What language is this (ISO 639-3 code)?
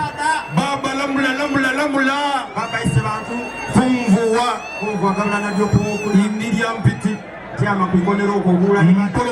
xog